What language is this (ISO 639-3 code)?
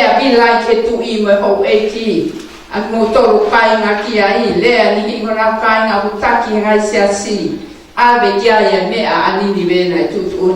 ton